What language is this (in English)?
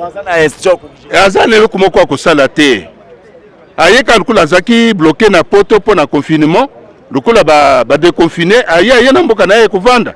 Lingala